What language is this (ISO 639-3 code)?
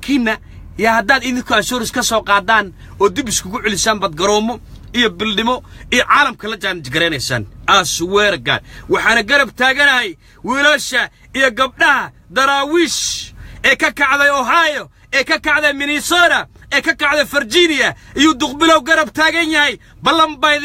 som